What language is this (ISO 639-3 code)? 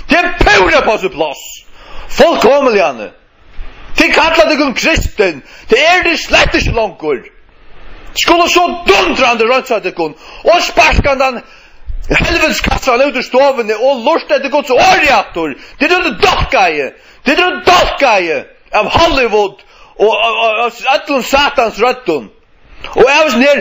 fao